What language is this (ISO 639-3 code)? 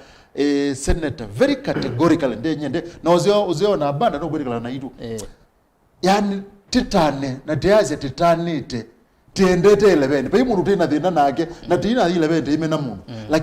kam